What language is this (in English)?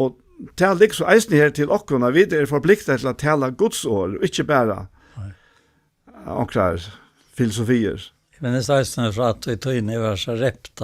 Faroese